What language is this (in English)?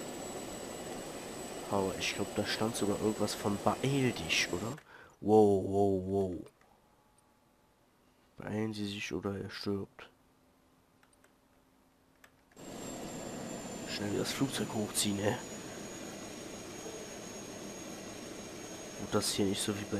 German